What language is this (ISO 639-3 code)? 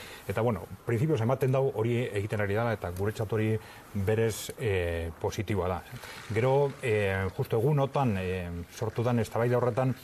eus